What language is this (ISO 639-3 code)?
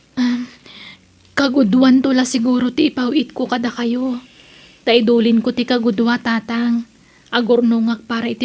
ilo